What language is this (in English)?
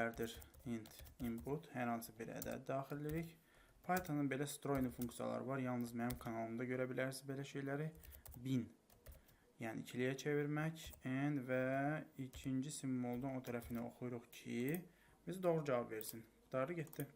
Azerbaijani